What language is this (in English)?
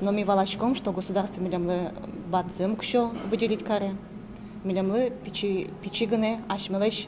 Udmurt